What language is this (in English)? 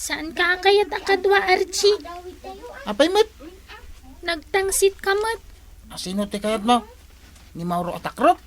Iloko